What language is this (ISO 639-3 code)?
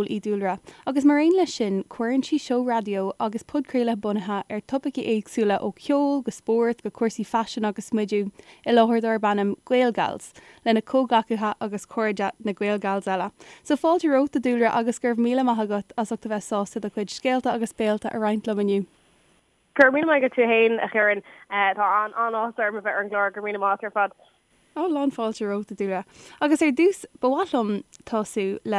gle